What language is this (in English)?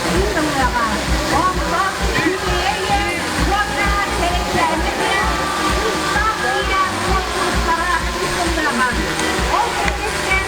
Yakut